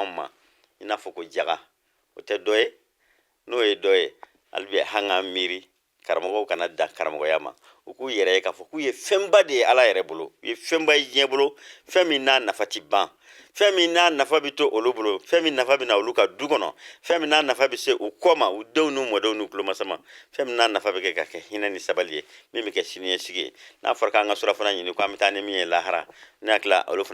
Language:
Bambara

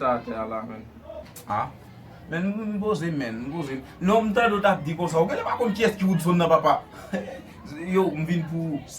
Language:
Haitian Creole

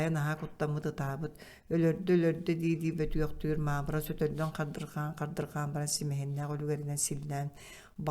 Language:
Yakut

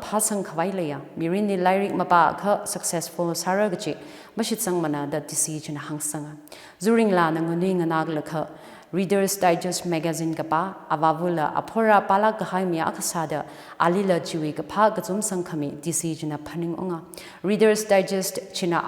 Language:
Tangkhul Naga (India)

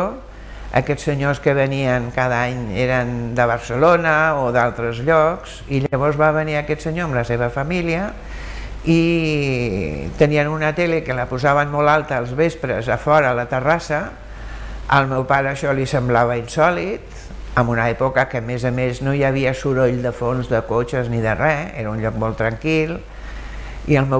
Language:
Catalan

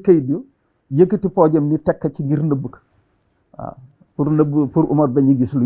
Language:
Wolof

